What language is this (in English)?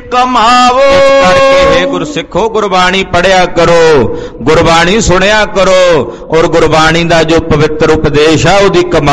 Punjabi